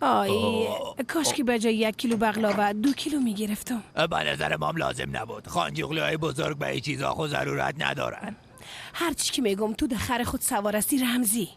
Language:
Persian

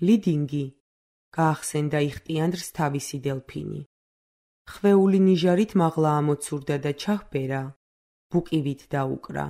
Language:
Georgian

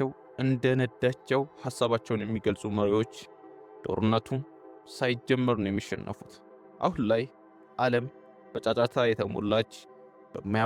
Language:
Amharic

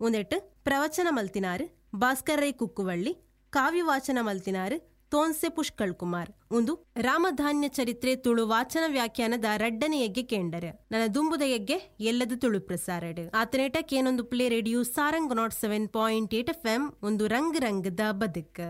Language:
Tulu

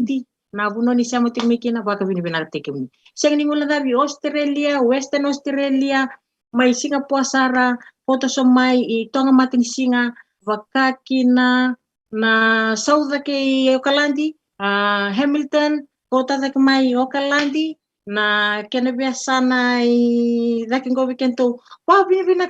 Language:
Fijian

